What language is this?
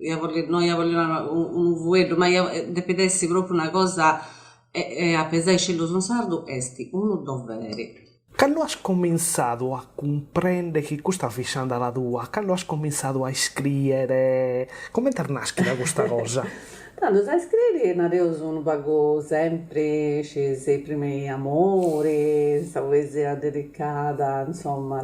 Sardinian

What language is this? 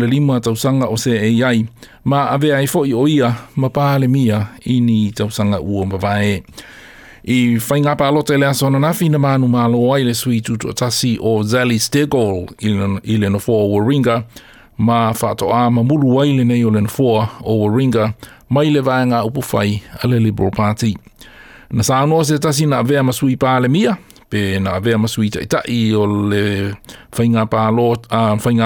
Samoan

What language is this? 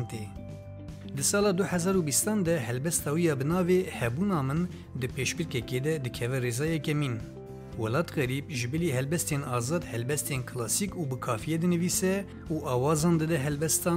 Kurdish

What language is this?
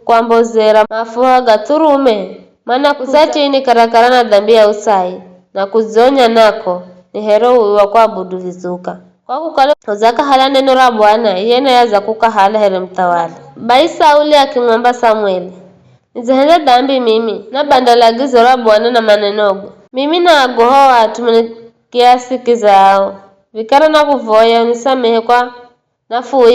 Giryama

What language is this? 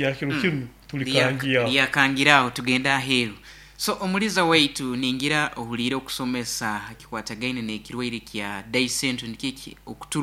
Nyoro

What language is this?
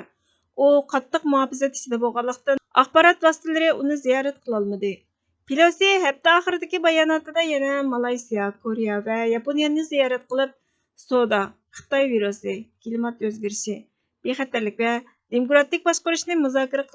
Uyghur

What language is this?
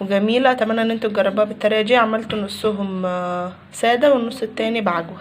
Egyptian Arabic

